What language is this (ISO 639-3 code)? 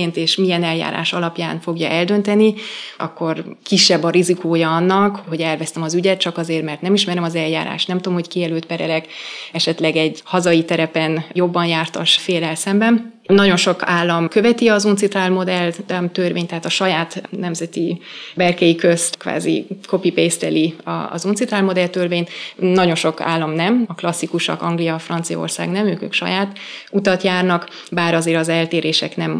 hun